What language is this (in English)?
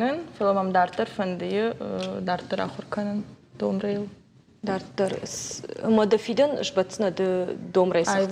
Ossetic